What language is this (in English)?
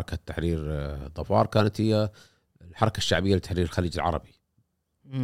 Gulf Arabic